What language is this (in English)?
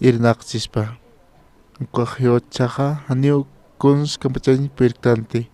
Aymara